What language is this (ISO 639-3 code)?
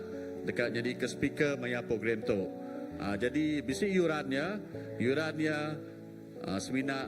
iba